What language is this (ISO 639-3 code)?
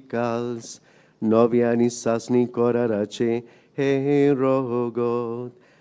kok